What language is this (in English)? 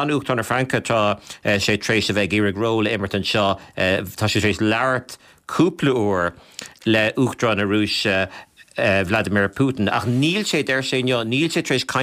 Irish